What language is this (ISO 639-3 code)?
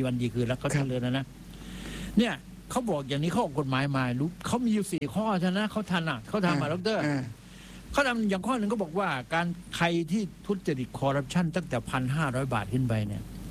tha